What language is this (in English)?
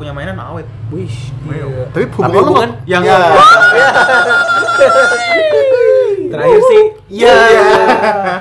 Indonesian